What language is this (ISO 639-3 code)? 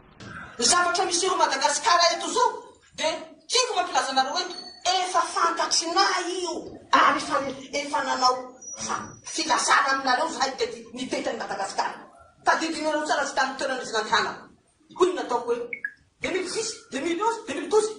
mlg